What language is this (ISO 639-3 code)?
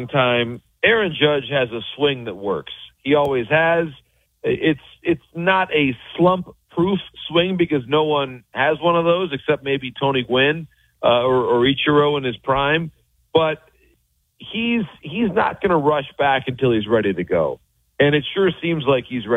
eng